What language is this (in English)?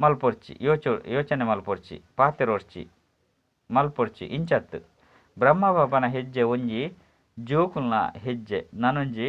Tulu